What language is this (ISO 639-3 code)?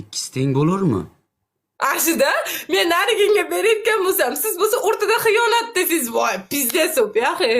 uzb